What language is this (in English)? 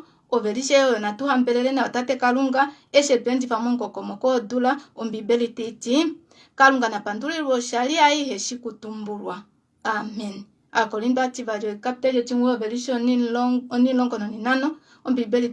Kuanyama